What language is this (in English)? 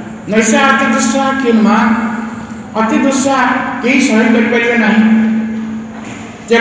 Odia